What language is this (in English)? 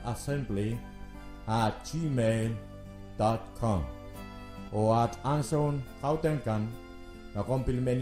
Pohnpeian